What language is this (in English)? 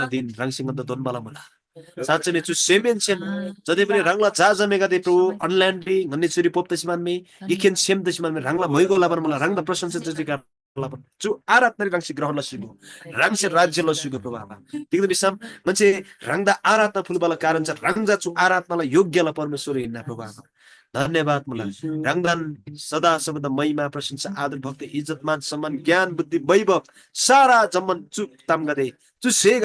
Eastern Tamang